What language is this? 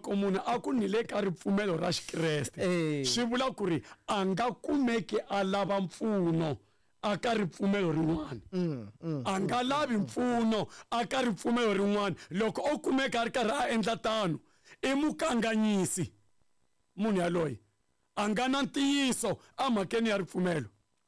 Tsonga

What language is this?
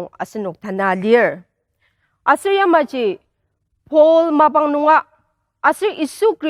Ao Naga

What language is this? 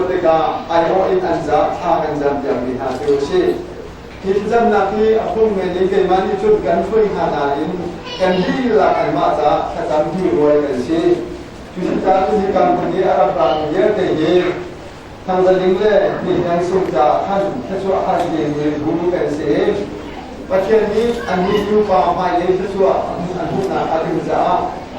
Hakha Chin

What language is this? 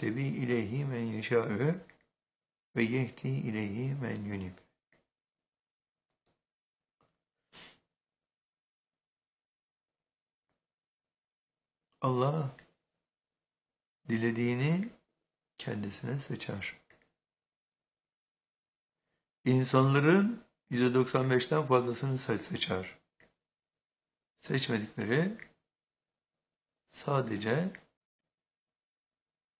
Turkish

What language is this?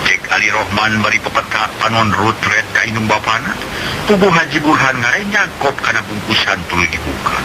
Sundanese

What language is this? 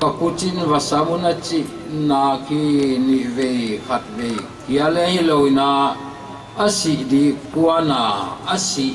Paite Chin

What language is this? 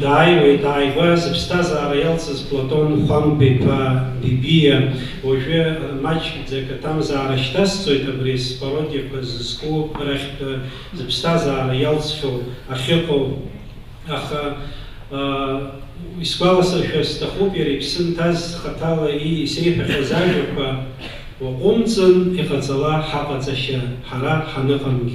Abkhazian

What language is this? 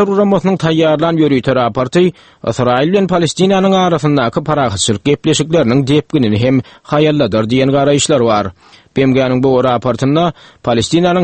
Turkmen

